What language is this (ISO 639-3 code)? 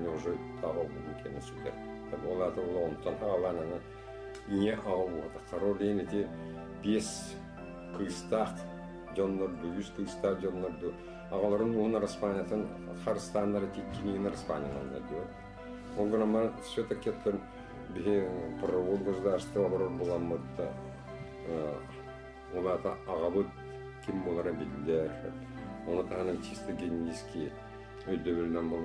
sah